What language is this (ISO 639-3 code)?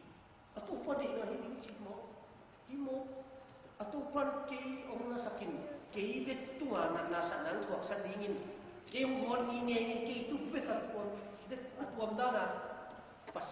ctd